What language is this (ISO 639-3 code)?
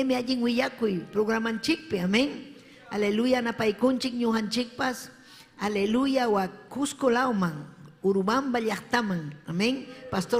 quy